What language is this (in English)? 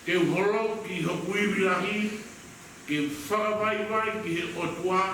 Tongan